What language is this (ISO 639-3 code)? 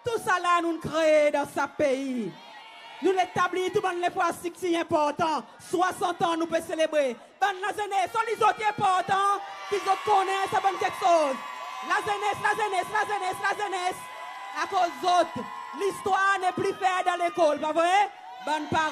crs